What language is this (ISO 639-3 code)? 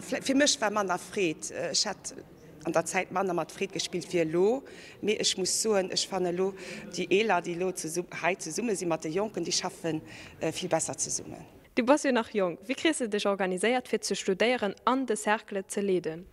ltz